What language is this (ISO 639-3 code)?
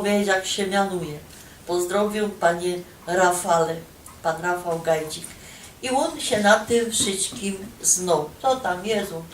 szl